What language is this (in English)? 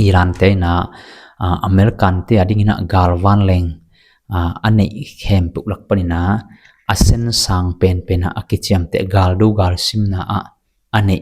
Tedim Chin